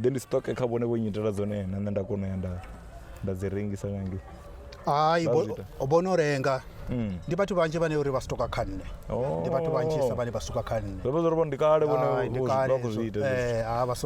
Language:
Venda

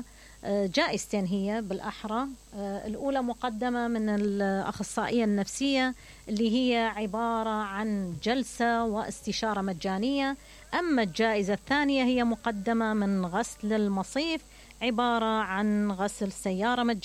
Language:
Mesopotamian Arabic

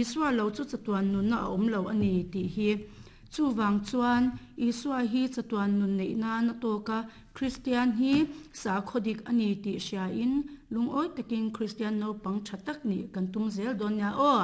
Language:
Mizo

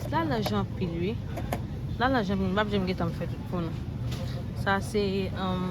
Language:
Haitian Creole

